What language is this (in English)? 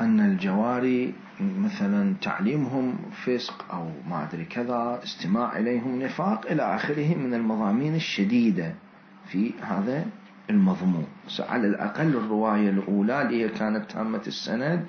Mesopotamian Arabic